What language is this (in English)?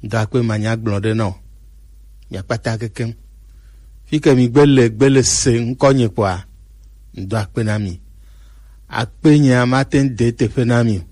Gen